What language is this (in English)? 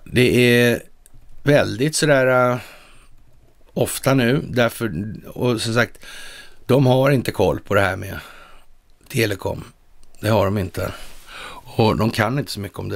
Swedish